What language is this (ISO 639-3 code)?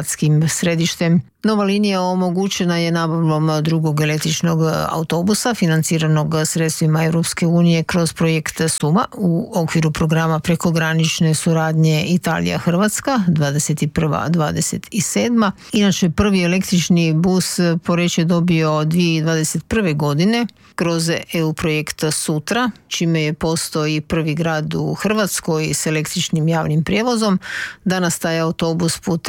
hrv